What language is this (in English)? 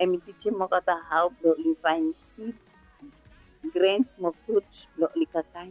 Bislama